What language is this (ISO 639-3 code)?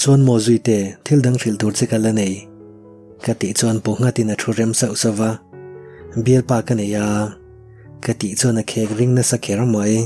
lus